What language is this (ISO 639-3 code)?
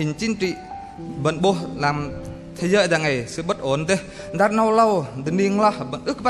bdq